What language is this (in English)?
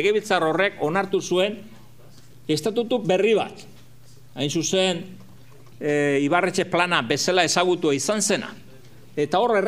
Basque